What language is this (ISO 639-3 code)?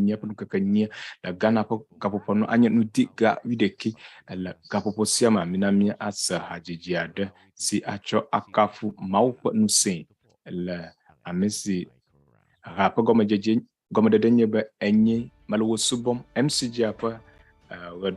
ewe